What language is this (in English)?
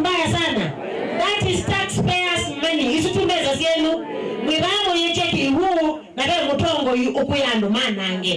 Kamba